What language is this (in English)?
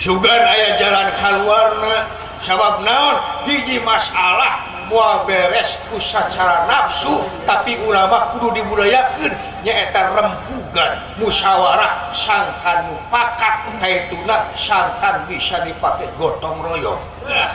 Sundanese